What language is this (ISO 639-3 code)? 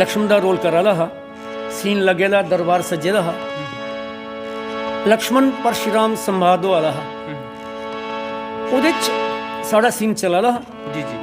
doi